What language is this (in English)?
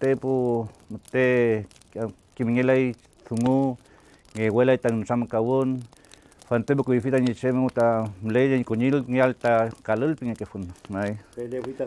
Mapuche